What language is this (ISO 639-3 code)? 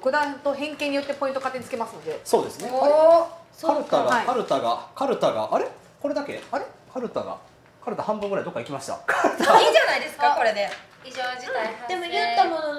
jpn